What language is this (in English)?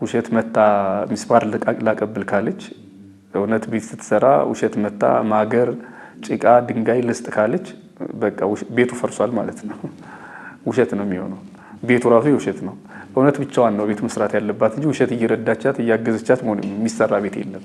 Amharic